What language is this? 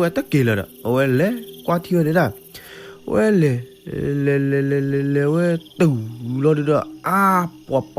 S'gaw Karen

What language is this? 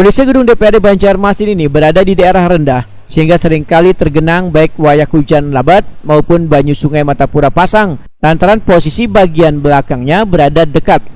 Banjar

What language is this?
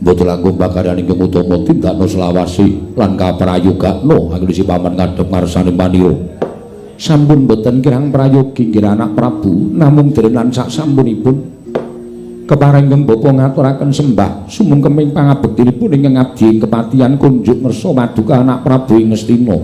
Javanese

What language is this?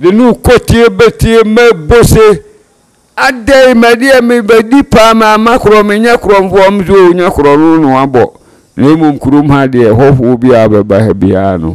Akan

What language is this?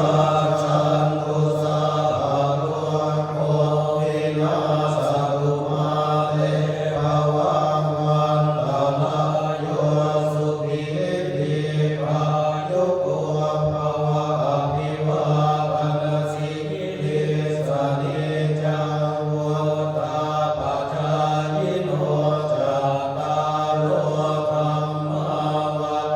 Pali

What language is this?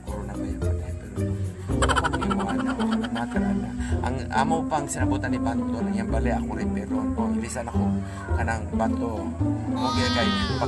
Cebuano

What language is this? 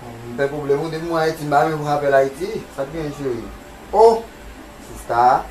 Haitian Creole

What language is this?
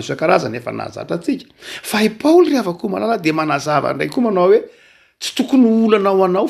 Malagasy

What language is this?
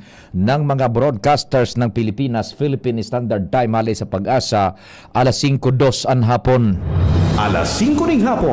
Bikol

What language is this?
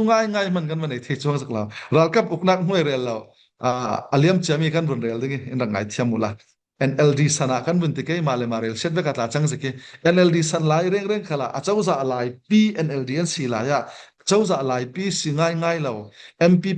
Falam Chin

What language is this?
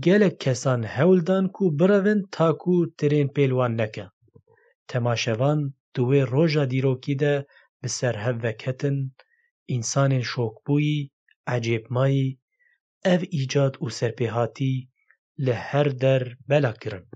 Kurdish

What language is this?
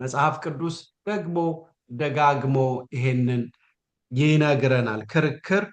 Amharic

